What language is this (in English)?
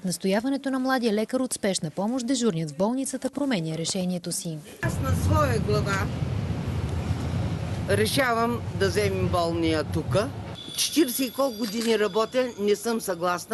Bulgarian